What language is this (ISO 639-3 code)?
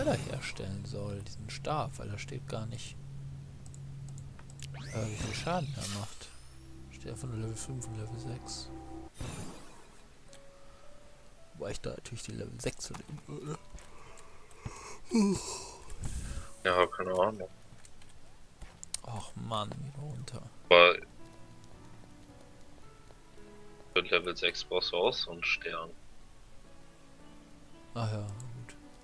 deu